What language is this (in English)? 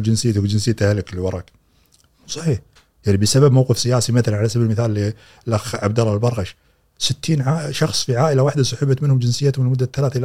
Gulf Arabic